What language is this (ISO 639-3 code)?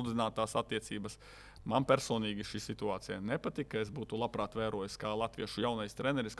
lav